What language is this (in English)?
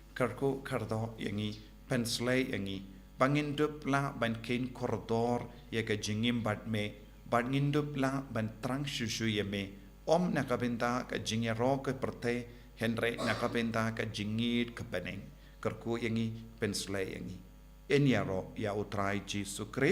Khasi